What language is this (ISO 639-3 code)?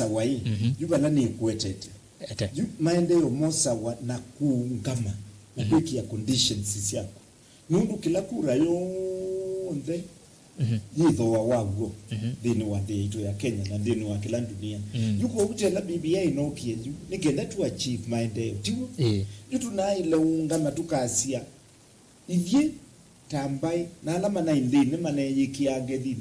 kam